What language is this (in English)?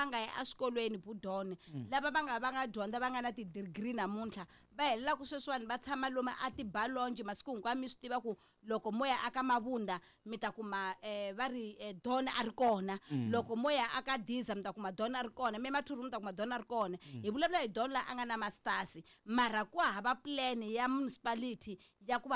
Tsonga